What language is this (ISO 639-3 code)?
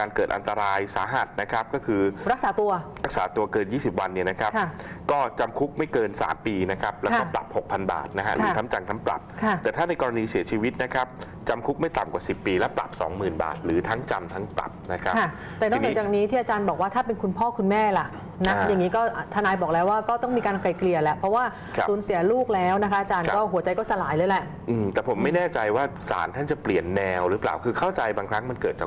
tha